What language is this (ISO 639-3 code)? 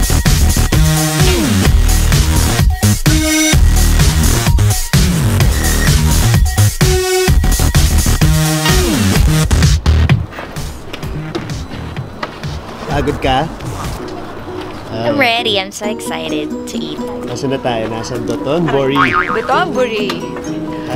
fil